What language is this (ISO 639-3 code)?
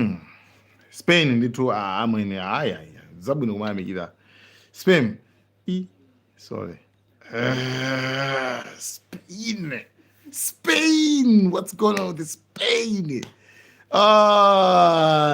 nya